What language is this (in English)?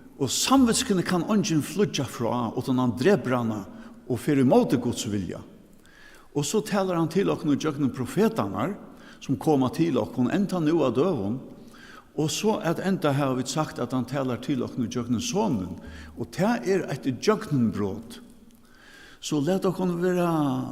Faroese